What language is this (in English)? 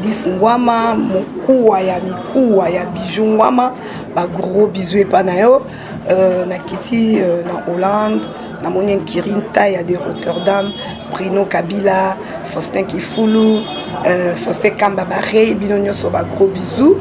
Lingala